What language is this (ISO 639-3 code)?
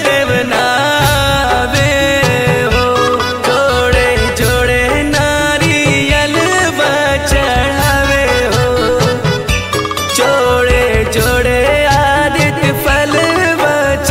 bho